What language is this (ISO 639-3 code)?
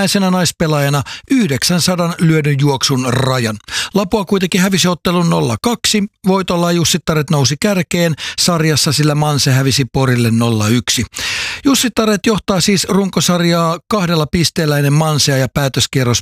fin